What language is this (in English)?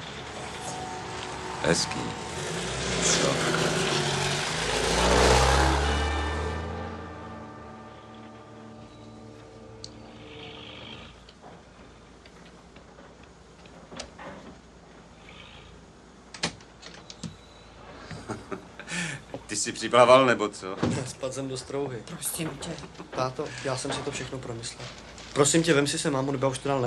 Czech